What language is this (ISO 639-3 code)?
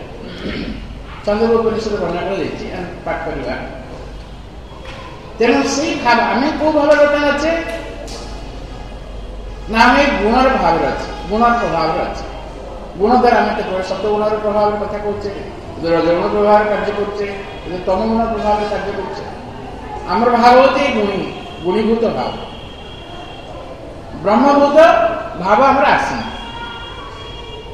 ori